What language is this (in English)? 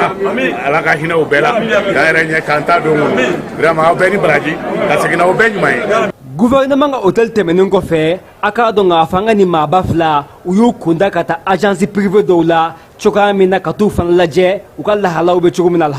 Bambara